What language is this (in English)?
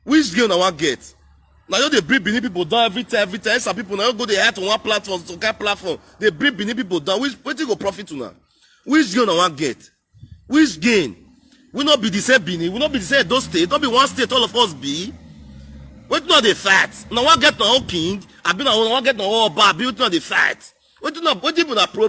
Nigerian Pidgin